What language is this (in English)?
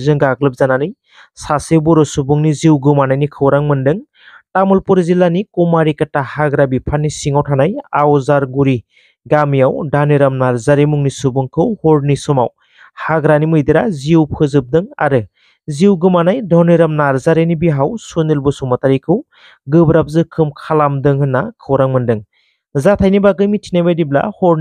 Bodo